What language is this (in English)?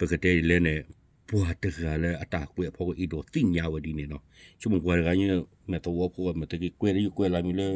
S'gaw Karen